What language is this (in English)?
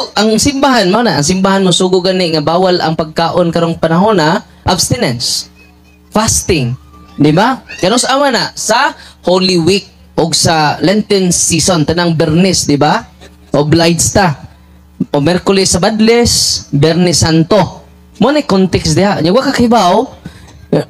Cebuano